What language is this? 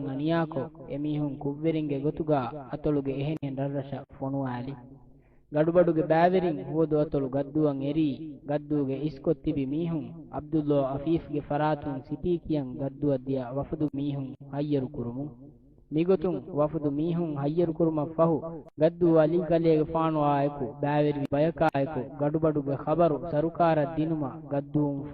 Divehi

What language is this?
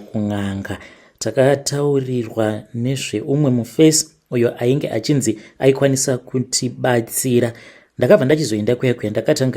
Shona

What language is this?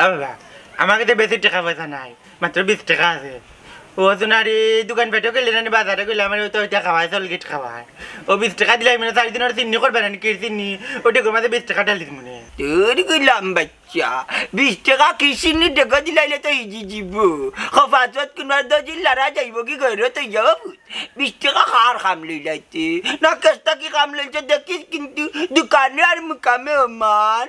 Sylheti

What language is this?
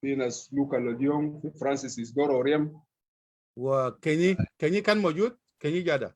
Sudanese Arabic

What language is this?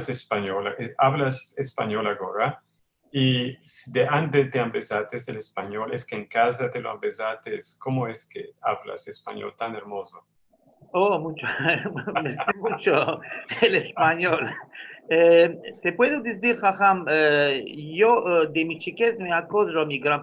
Ladino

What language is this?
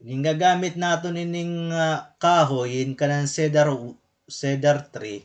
Waray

